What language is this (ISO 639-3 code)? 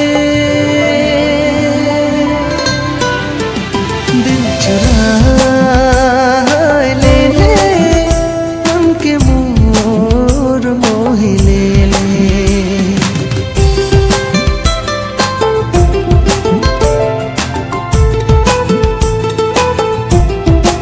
sck